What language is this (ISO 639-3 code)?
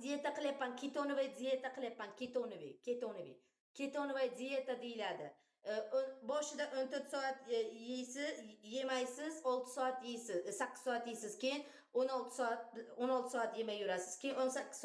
uzb